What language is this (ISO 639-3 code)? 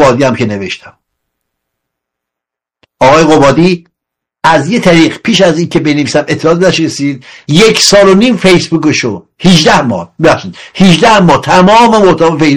fas